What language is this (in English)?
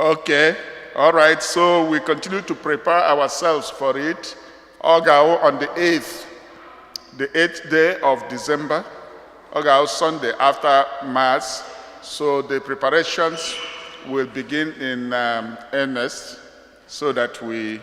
Igbo